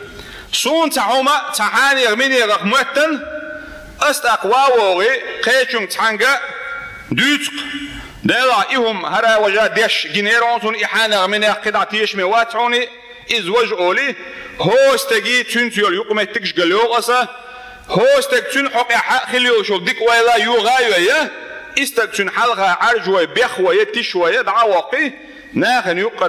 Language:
Chechen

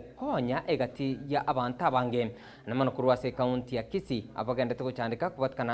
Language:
Gusii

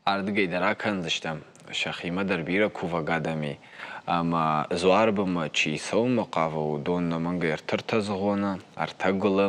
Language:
Ossetic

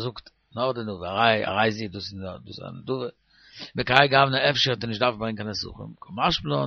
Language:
Yiddish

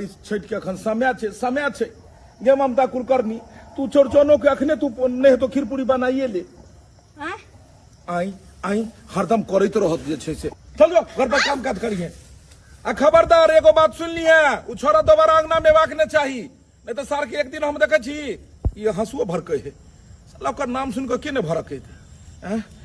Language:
Maithili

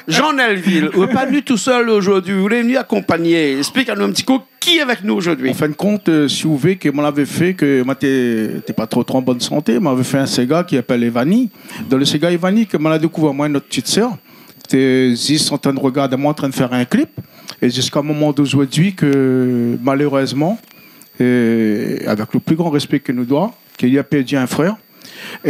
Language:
Réunion Creole French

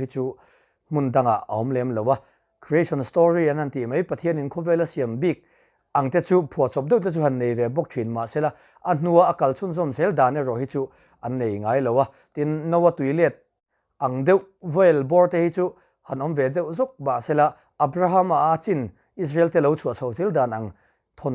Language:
Mizo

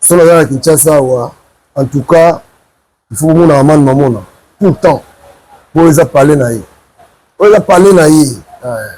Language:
Lingala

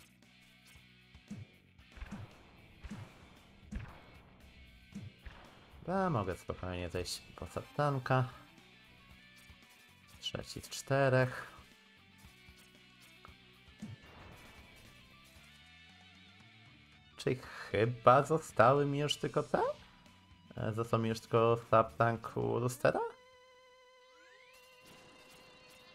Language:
Polish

